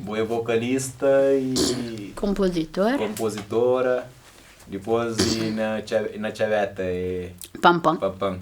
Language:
Kabuverdianu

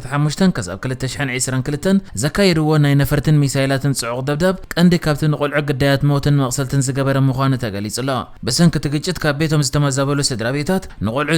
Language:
Tigrinya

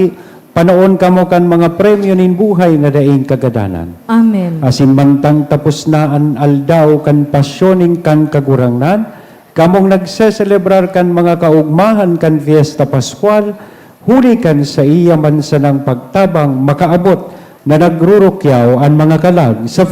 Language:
Bikol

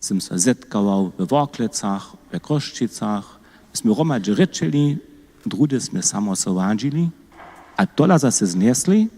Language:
Upper Sorbian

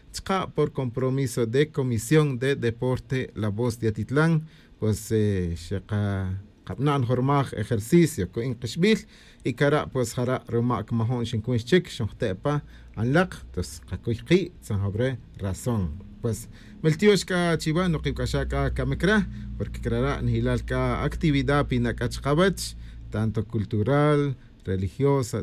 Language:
Tz'utujil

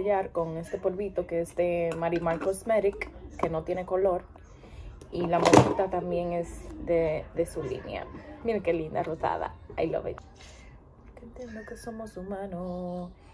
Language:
Spanish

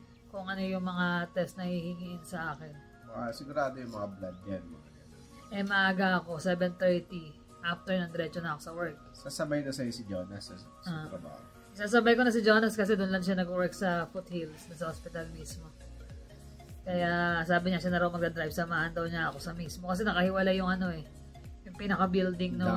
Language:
Filipino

